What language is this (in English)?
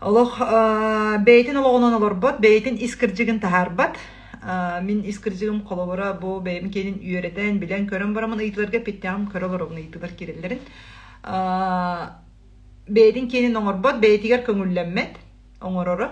Yakut